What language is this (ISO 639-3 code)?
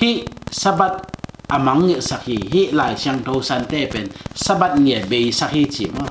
ctd